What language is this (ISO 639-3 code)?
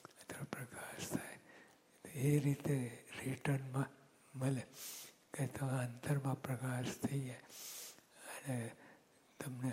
guj